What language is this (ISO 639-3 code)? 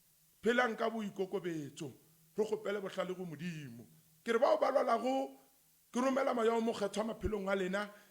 nso